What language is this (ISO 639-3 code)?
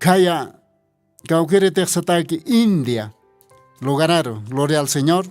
aym